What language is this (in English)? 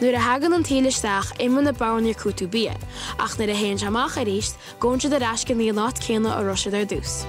Irish